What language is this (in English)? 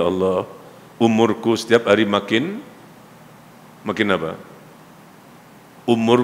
Malay